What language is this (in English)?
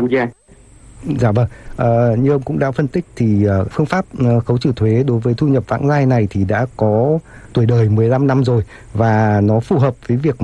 Vietnamese